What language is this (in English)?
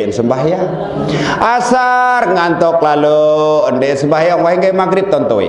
Sasak